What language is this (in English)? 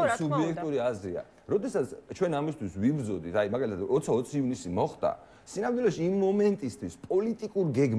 Georgian